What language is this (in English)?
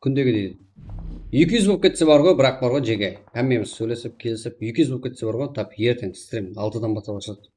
Kara-Kalpak